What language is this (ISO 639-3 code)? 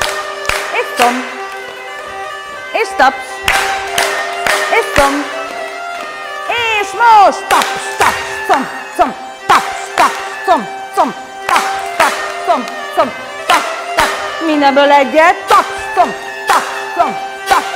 hun